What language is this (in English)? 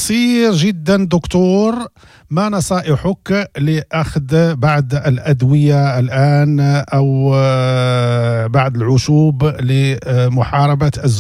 Moroccan Arabic